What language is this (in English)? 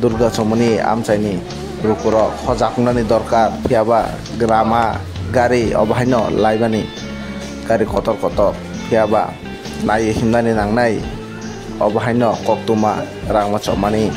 Kok Borok